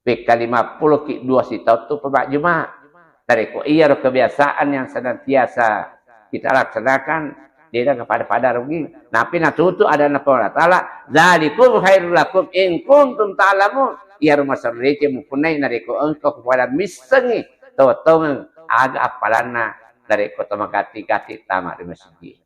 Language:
Buginese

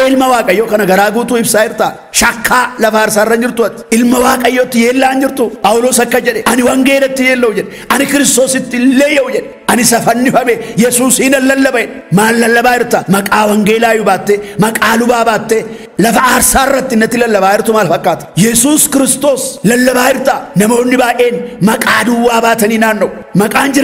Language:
Oromo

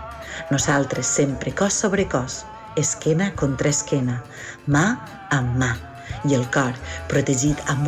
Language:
Catalan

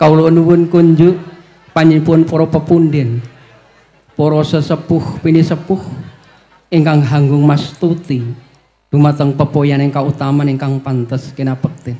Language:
Javanese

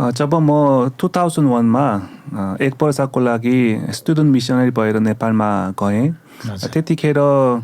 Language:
Nepali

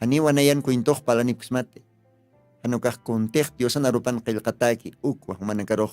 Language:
Aymara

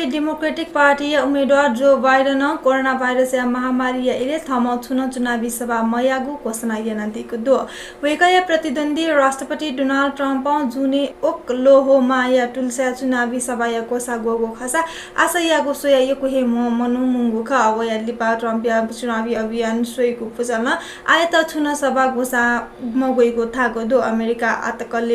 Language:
Newari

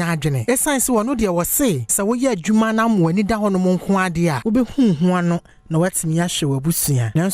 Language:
Akan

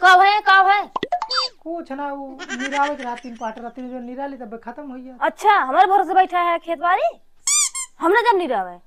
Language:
Awadhi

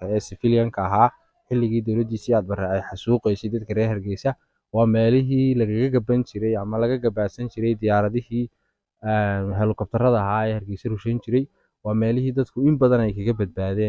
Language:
Somali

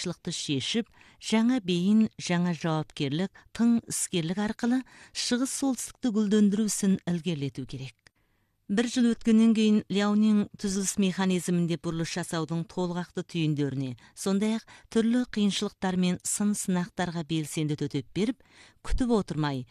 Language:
Kazakh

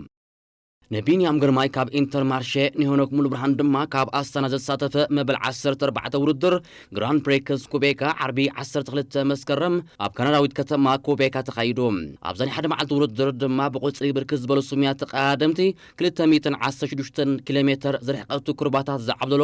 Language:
Tigrinya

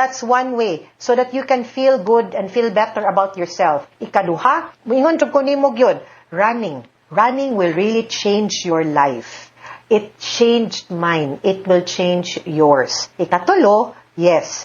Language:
Cebuano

